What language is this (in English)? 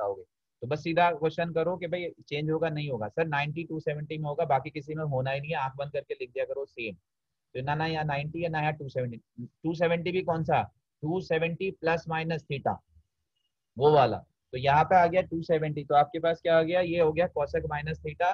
Hindi